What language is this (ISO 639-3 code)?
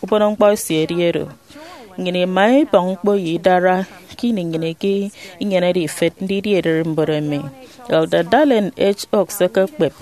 efi